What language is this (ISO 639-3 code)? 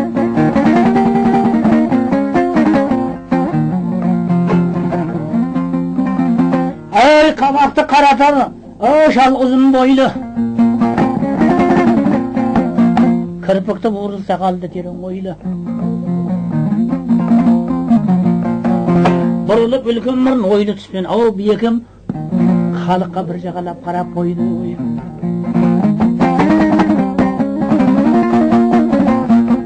kaz